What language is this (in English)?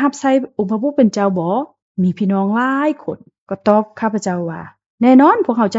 Lao